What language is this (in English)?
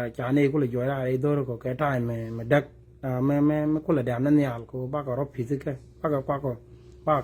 Nuer